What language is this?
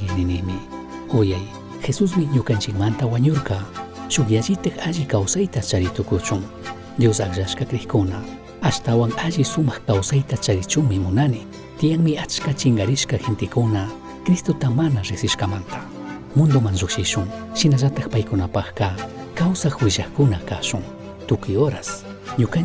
Chimborazo Highland Quichua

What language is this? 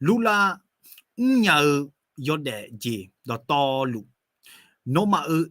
Akha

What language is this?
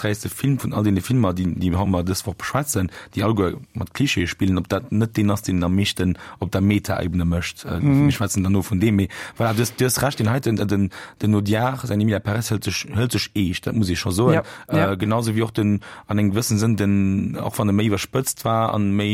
Luxembourgish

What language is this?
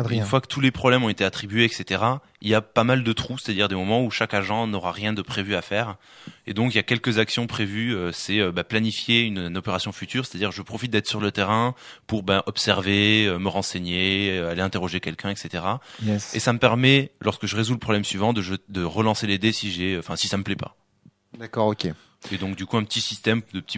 French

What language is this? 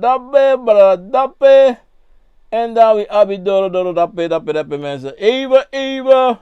Sranan Tongo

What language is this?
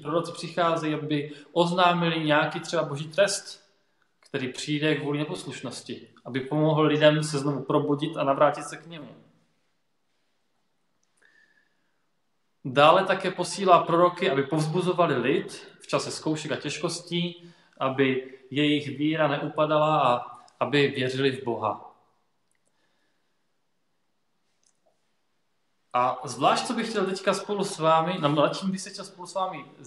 Czech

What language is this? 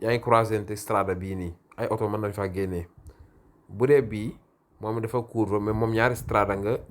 Wolof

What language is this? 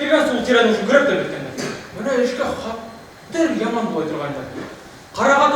Bashkir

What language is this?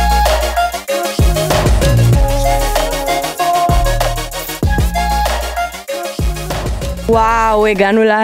Hebrew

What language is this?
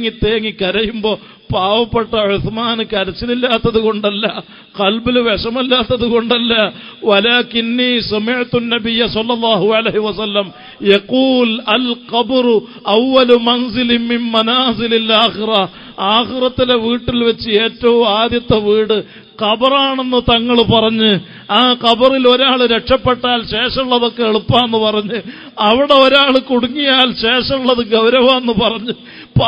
Malayalam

